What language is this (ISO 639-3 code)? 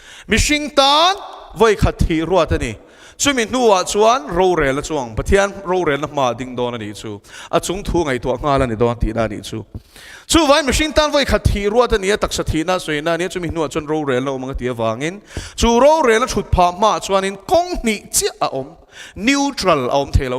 lus